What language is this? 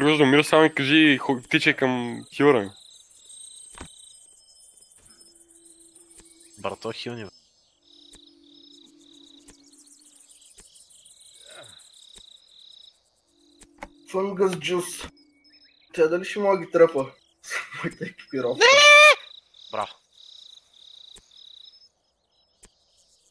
Bulgarian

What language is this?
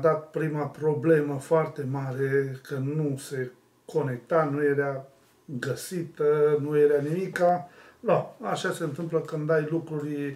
Romanian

